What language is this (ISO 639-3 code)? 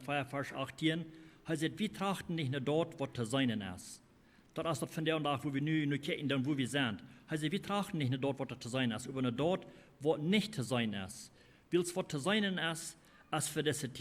pdt